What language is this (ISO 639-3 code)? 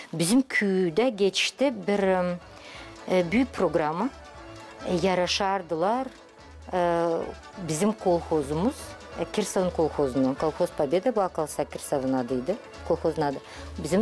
gag